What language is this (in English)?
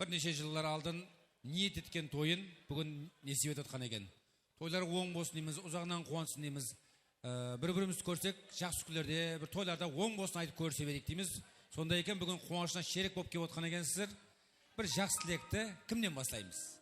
Kara-Kalpak